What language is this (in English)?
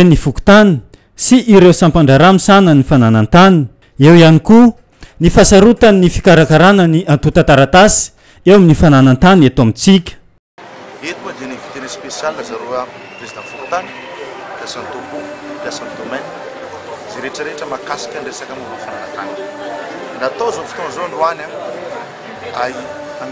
Malagasy